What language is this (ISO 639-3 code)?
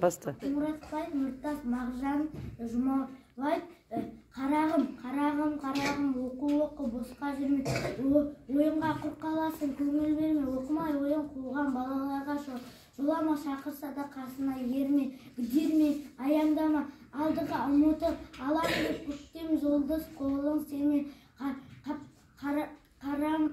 kaz